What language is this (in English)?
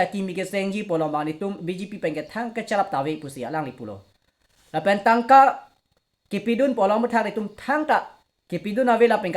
Karbi